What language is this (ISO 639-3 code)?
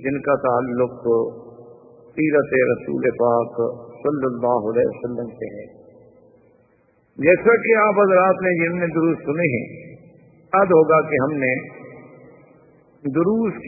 urd